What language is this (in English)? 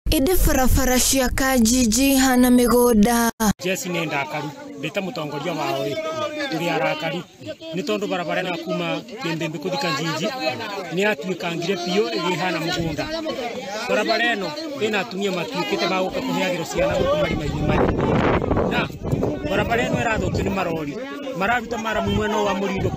Kikuyu